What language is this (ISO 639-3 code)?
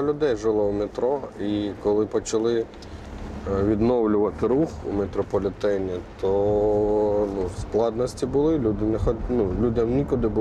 ukr